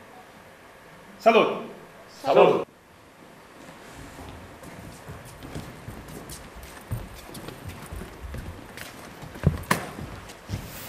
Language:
Catalan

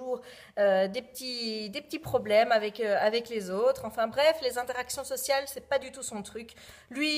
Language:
French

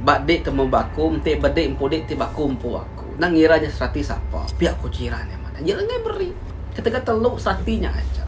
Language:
Iban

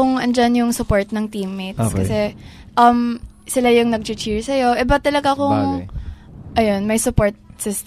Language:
Filipino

